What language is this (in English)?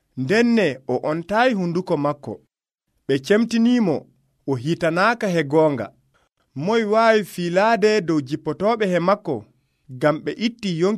Nigerian Fulfulde